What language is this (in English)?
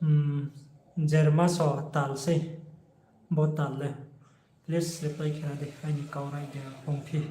Riang (India)